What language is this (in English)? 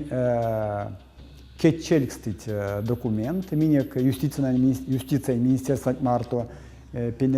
Erzya